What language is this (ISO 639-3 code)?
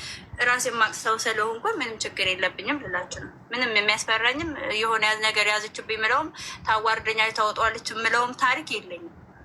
amh